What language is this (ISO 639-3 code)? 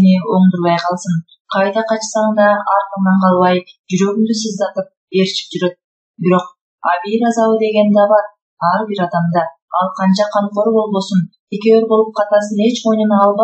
kir